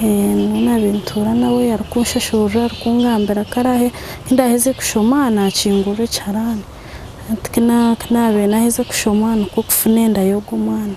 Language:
Nyankole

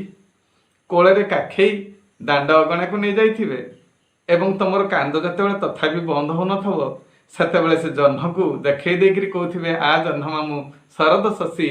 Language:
Odia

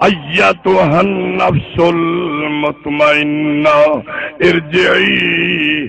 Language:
Saraiki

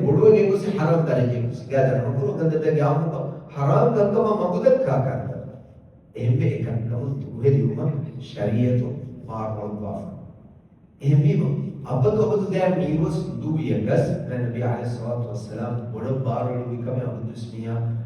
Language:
Divehi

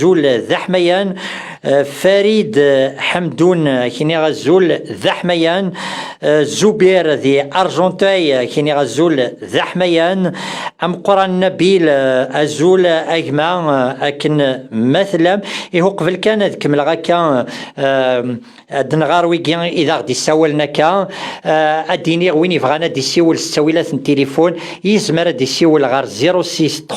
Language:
Kabyle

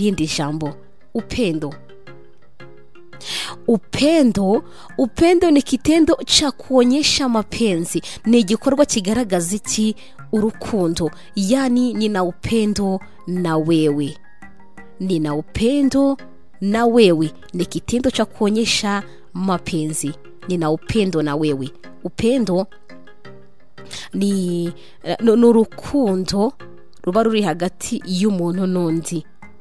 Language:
Kinyarwanda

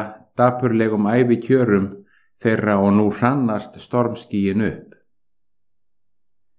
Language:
Icelandic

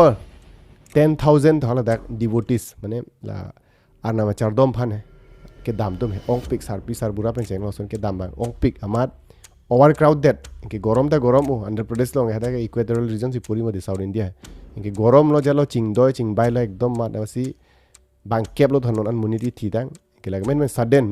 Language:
Karbi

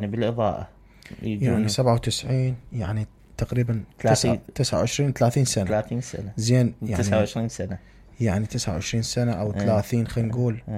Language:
Mesopotamian Arabic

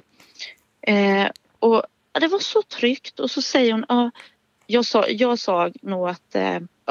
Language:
Swedish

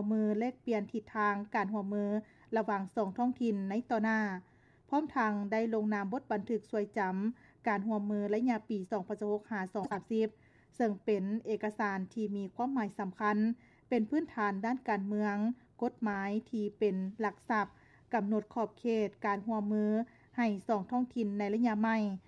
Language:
Lao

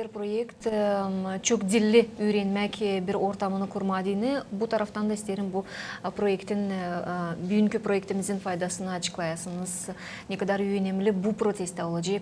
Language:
Gagauz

